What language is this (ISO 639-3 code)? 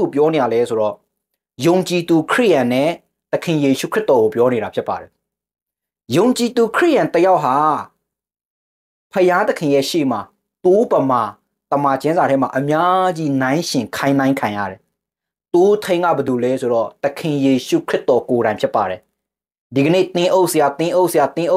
mya